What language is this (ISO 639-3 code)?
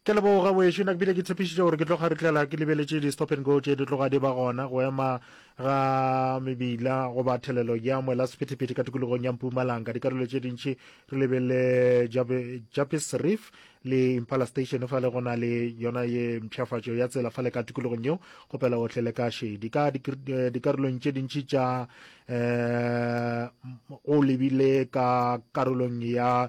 nso